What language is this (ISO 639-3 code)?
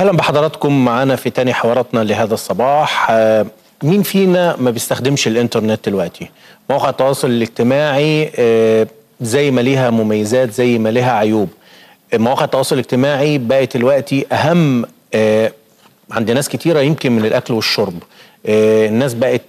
arz